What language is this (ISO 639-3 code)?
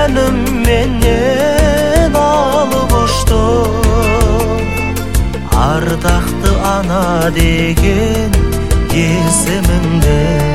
kaz